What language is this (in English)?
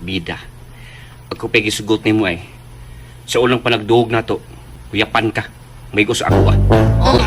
Cebuano